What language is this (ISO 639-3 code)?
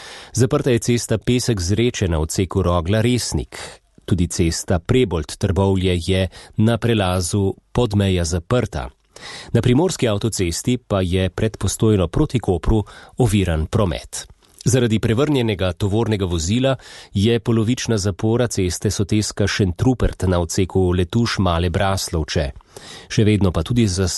slv